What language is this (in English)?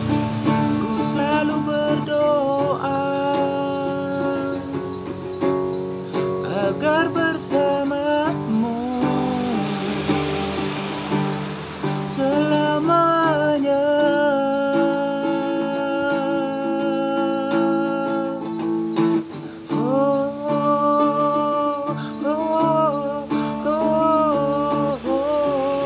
Indonesian